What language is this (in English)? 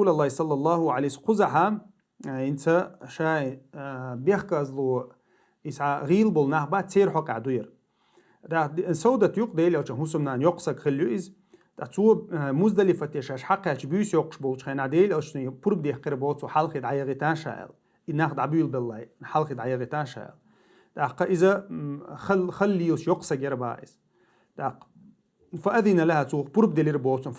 Chechen